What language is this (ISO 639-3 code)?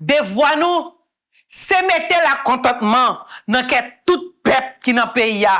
hat